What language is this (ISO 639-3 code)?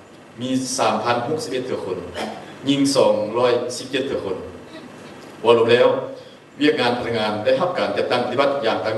lao